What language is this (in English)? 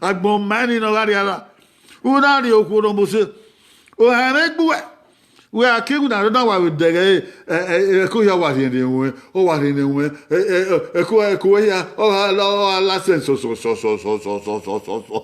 Bini